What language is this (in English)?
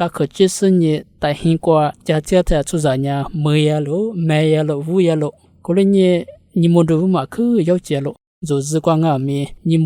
Lisu